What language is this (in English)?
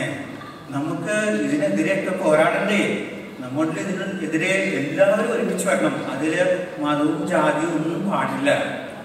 Malayalam